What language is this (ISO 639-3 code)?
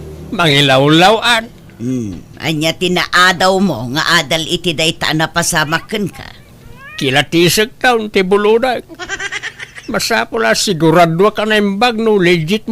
ilo